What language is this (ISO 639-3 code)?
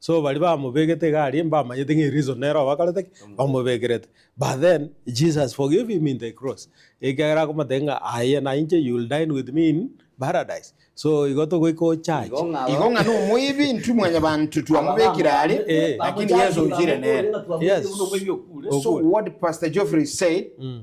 guz